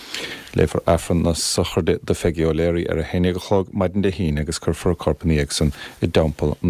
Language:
Irish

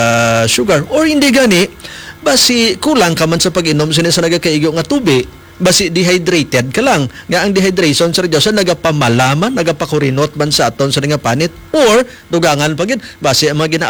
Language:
Hiligaynon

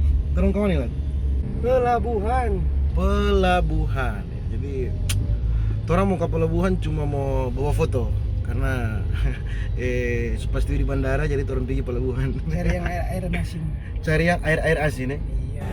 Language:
Manado Malay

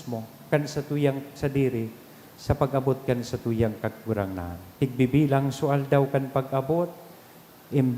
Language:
Bikol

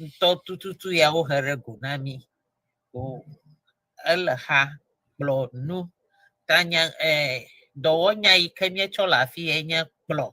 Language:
Ewe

